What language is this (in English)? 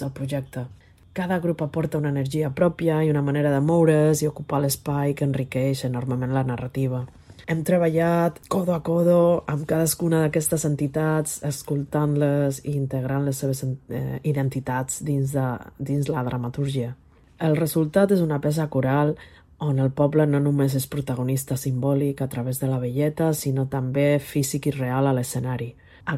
Catalan